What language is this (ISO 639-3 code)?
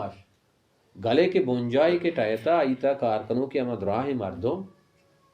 bal